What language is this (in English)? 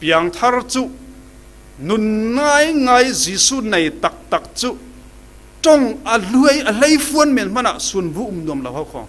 Falam Chin